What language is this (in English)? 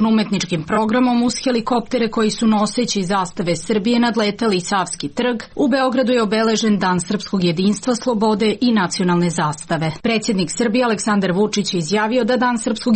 Serbian